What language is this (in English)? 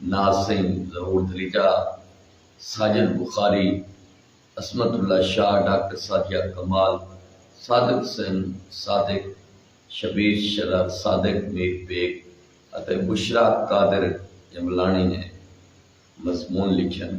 Saraiki